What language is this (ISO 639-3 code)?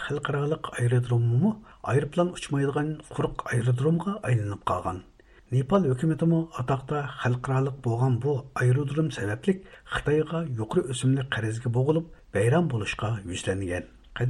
uig